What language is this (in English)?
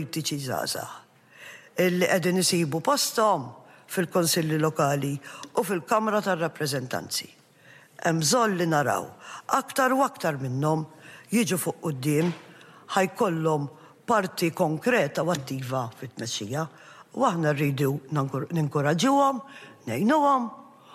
Maltese